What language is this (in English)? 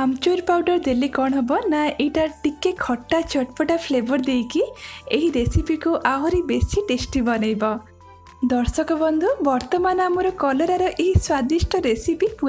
Odia